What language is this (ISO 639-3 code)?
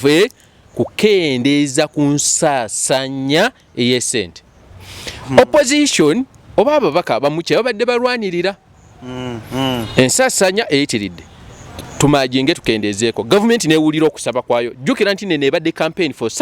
lug